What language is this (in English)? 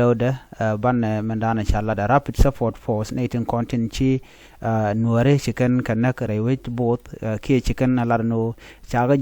Nuer